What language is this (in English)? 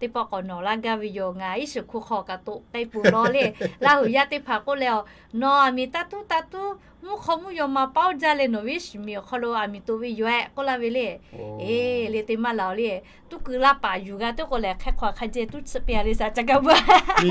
Lahu